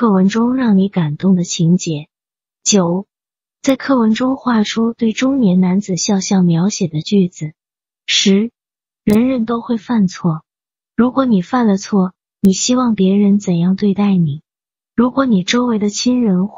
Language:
Chinese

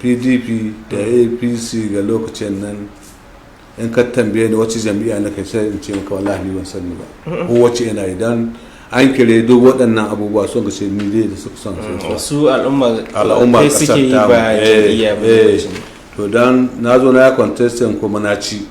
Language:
Hausa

